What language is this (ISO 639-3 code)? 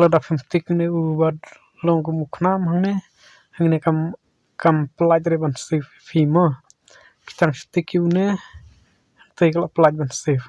kha